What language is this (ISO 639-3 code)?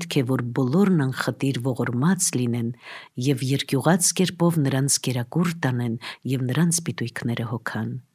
hye